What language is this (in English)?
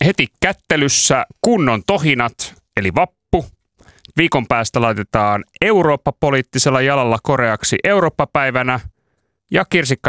Finnish